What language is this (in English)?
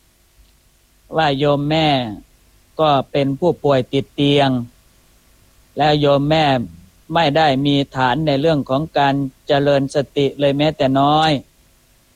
Thai